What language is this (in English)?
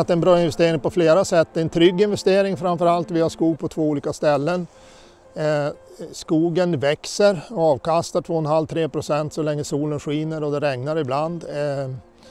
Swedish